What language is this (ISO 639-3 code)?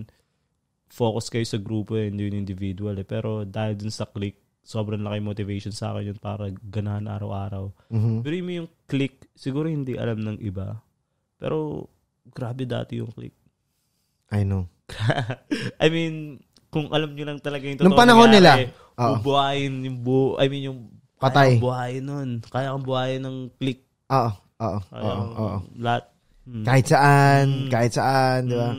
fil